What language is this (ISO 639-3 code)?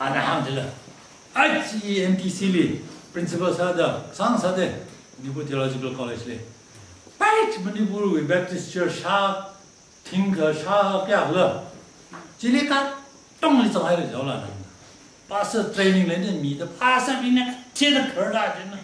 nmf